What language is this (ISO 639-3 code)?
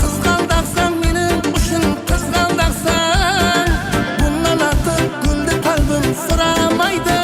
kaa